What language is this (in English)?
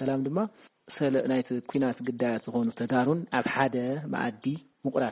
Tigrinya